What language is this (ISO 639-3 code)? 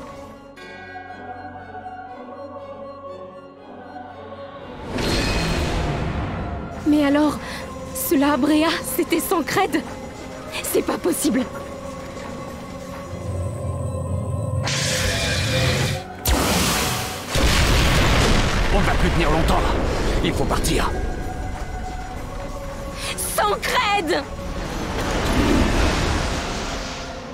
fra